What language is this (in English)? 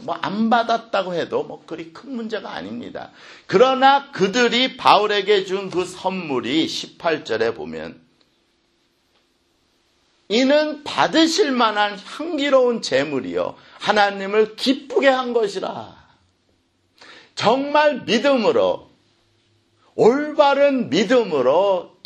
Korean